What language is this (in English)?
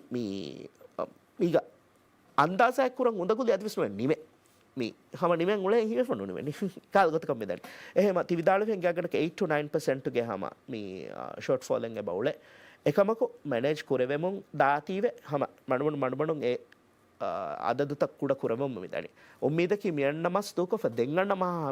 Divehi